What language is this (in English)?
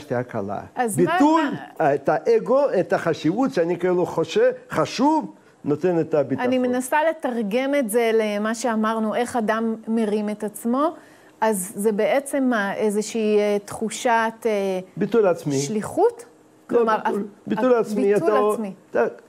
Hebrew